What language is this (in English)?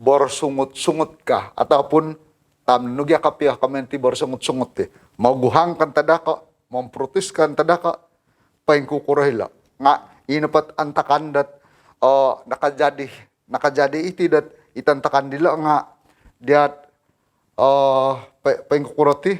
Central Dusun